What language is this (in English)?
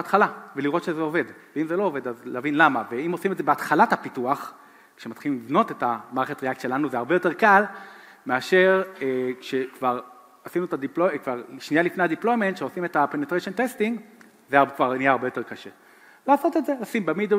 Hebrew